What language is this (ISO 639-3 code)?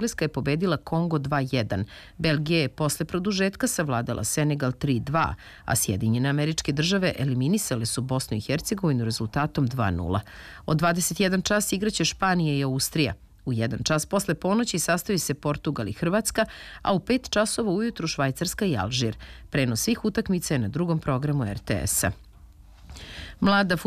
srp